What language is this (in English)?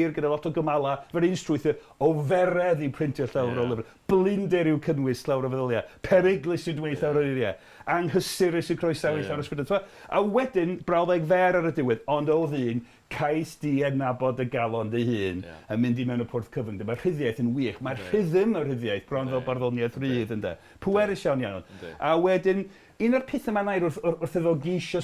Welsh